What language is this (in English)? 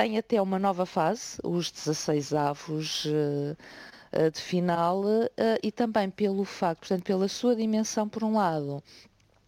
Portuguese